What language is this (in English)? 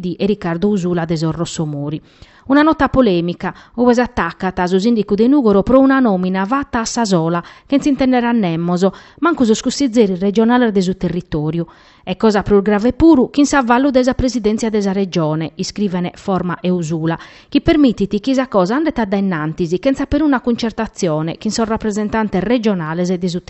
Sardinian